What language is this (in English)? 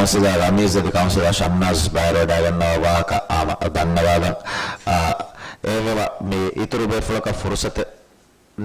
Divehi